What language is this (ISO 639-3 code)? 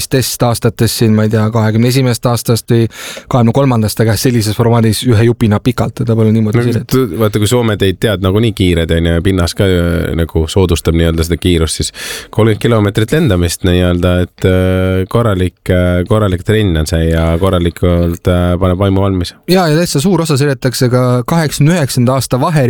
est